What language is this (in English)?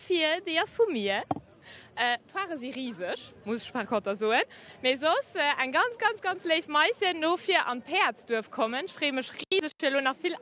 Luxembourgish